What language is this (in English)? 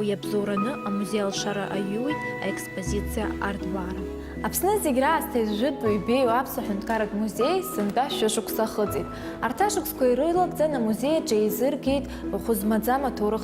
Abkhazian